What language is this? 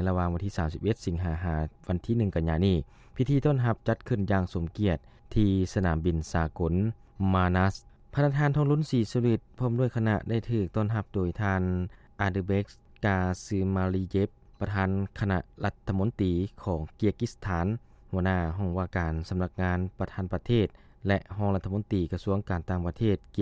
Lao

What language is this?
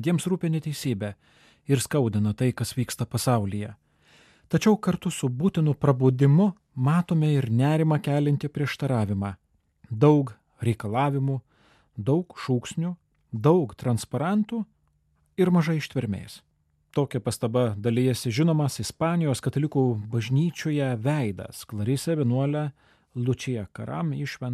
Lithuanian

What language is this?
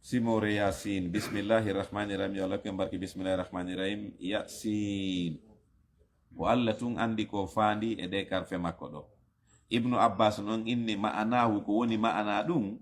Fula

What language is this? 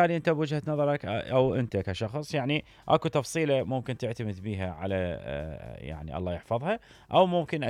Mesopotamian Arabic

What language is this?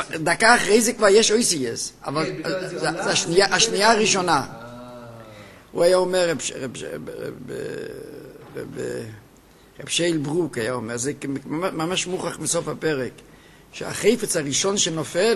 Hebrew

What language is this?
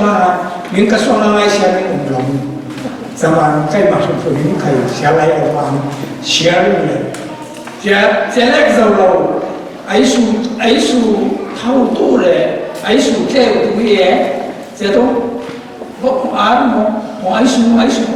Falam Chin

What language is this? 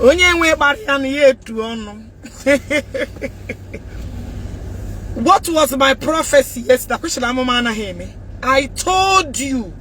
Igbo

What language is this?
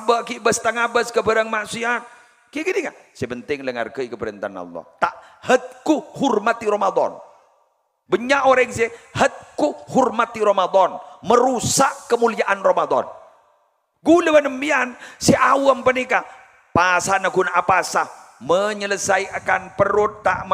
Madurese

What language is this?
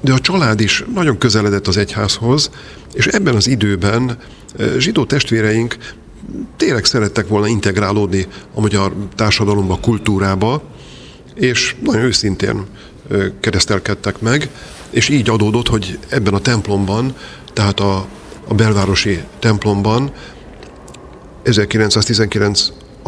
Hungarian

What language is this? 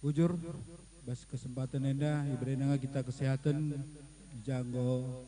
Batak Karo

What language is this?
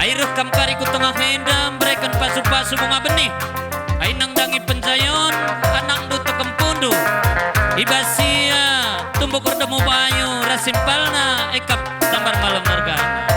Batak Karo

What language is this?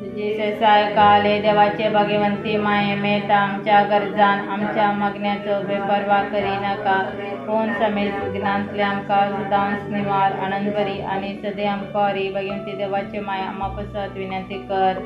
Konkani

